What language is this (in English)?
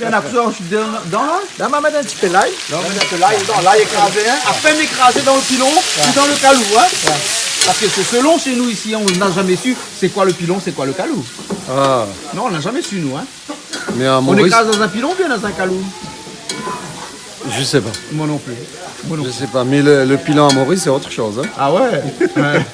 Réunion Creole French